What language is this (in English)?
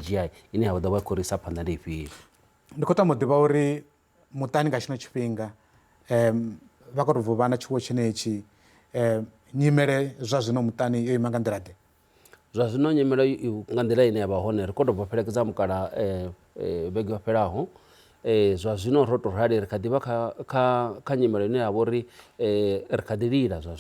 Venda